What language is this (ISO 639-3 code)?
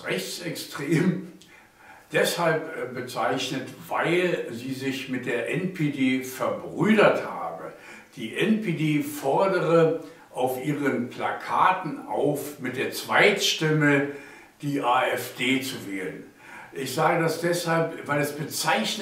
deu